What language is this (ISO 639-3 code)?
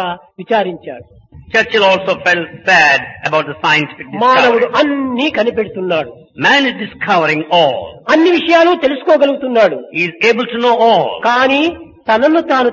tel